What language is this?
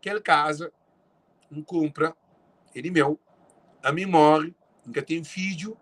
Kabuverdianu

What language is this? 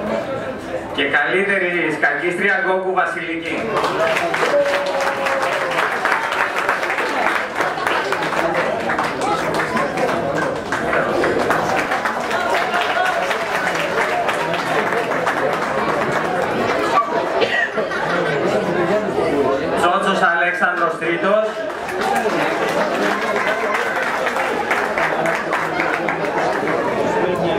Greek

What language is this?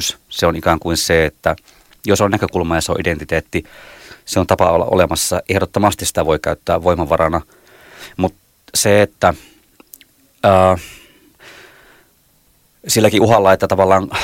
Finnish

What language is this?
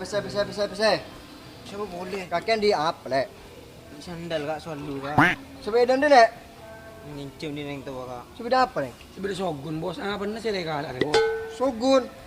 Madurese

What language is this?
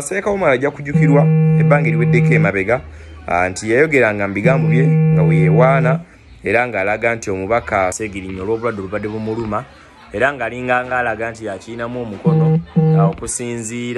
Ganda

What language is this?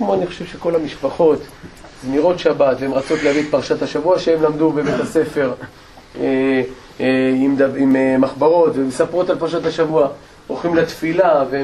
Hebrew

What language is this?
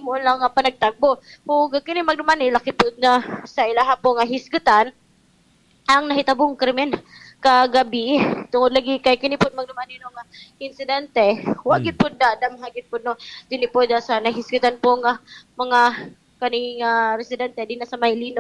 Cebuano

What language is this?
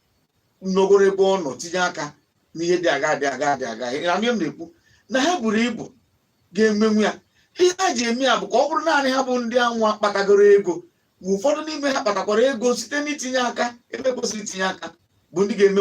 Igbo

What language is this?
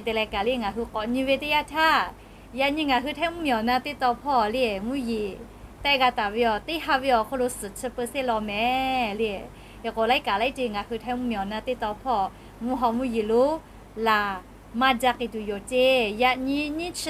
Lahu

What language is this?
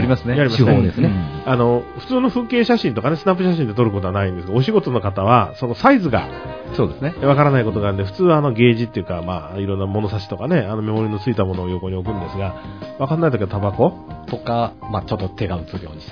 Japanese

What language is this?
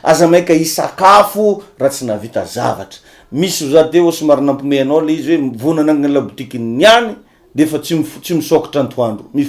Malagasy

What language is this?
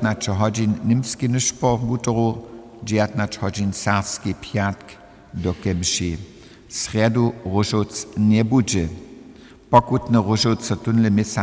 Upper Sorbian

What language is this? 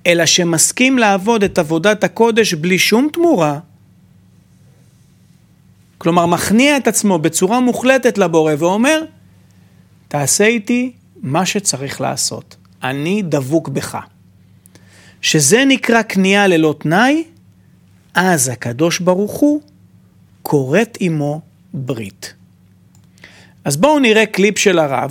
Hebrew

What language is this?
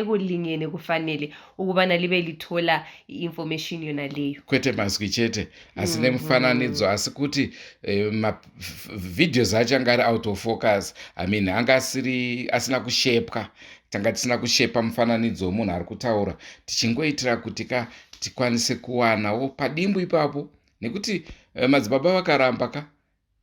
Shona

